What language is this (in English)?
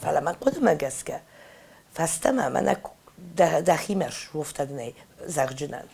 Ossetic